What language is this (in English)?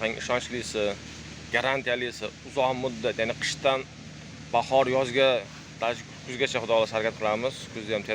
Uzbek